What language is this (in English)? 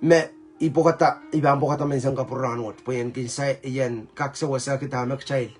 Pohnpeian